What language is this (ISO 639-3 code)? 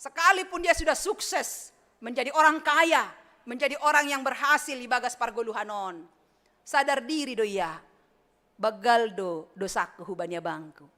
bts